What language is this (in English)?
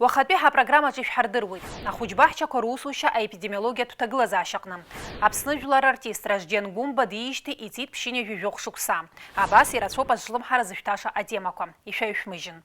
Abkhazian